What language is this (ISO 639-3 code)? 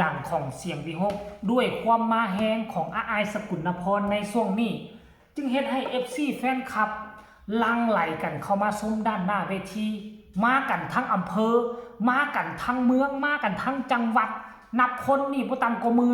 tts